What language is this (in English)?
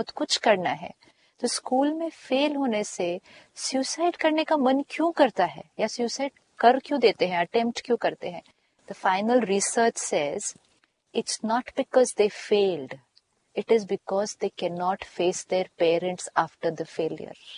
Hindi